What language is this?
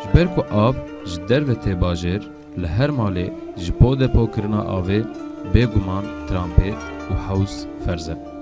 Kurdish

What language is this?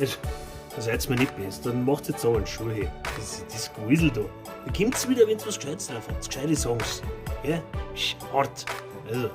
Bavarian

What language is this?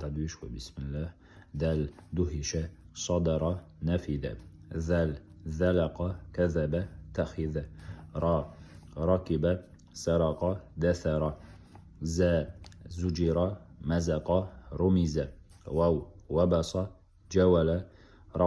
Chechen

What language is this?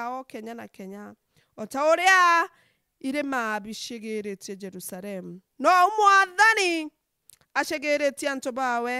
Meru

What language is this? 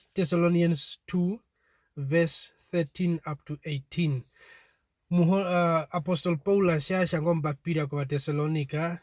Herero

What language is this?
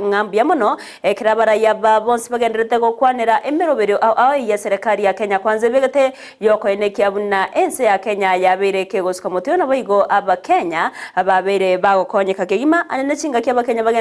Gusii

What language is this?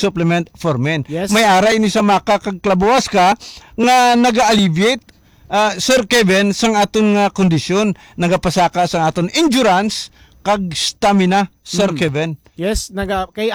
Hiligaynon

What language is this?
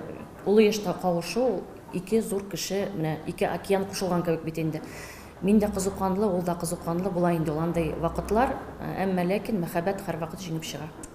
Tatar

